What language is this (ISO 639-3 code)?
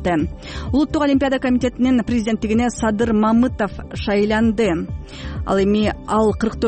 kir